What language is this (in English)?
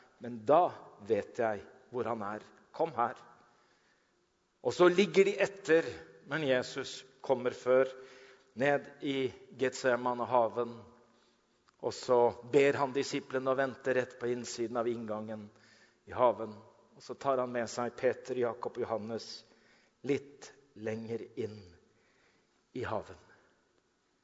Norwegian